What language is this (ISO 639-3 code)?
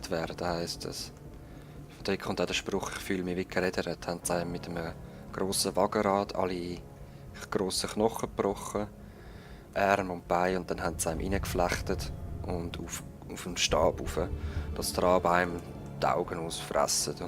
gsw